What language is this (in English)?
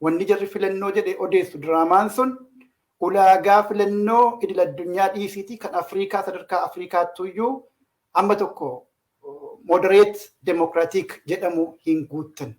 Oromo